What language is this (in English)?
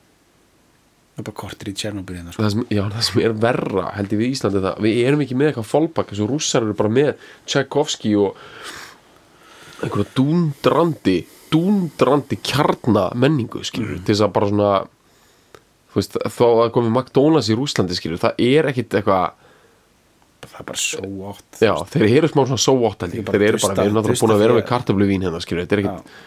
Icelandic